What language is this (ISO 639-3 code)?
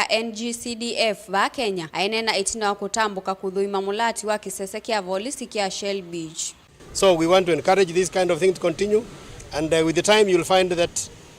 kam